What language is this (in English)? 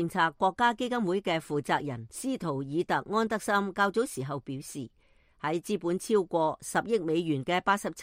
Cantonese